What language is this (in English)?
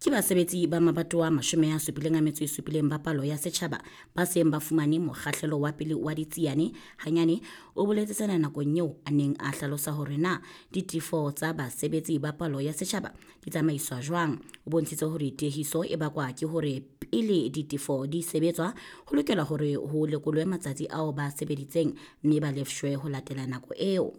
Southern Sotho